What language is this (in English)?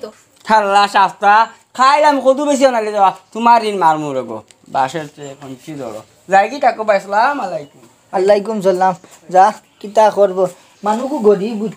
Sylheti